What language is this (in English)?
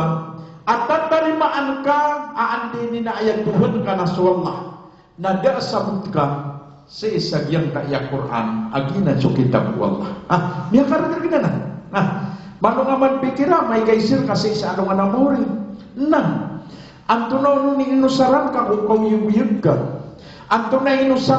Maranao